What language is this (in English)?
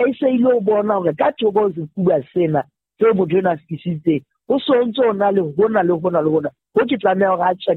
Southern Sotho